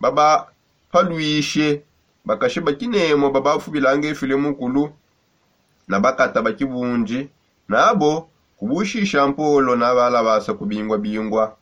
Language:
Songe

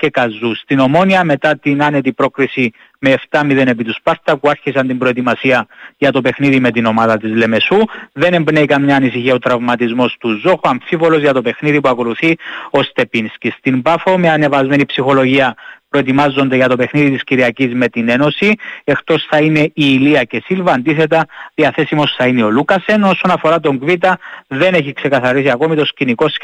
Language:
Greek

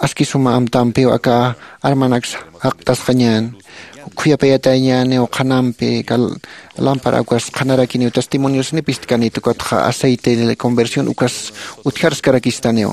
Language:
Aymara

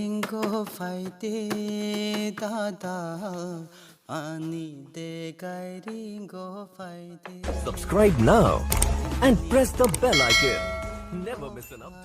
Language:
Kok Borok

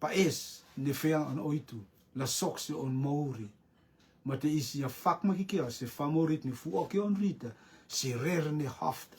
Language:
Rotuman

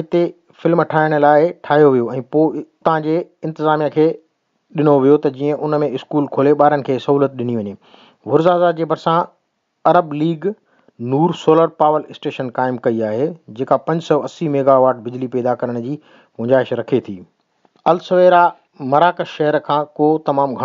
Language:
Sindhi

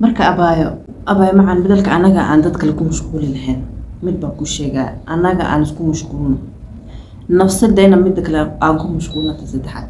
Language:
Somali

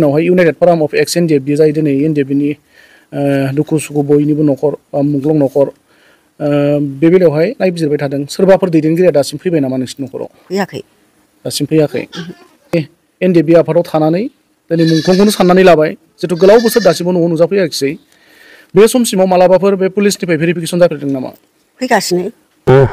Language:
Bodo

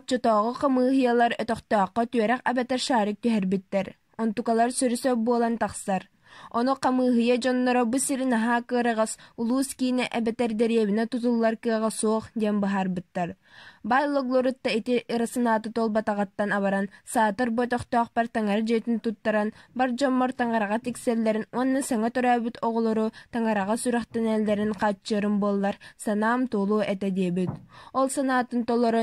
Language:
Yakut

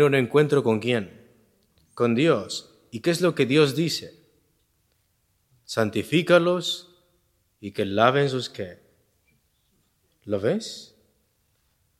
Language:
Spanish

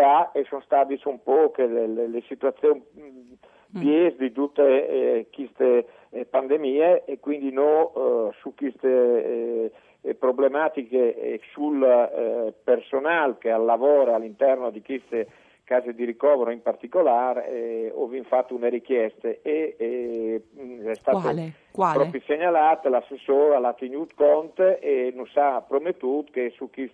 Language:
Friulian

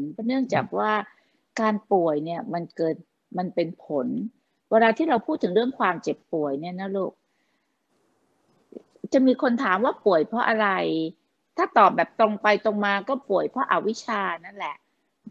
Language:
Thai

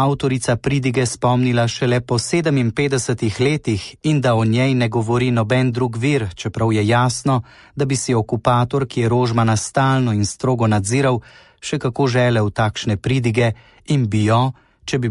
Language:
Slovenian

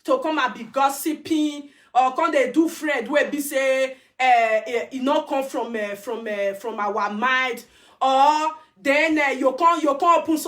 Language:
Nigerian Pidgin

